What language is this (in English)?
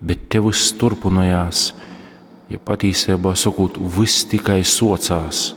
Latgalian